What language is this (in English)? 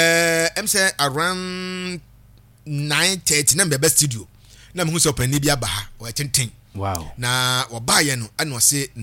Akan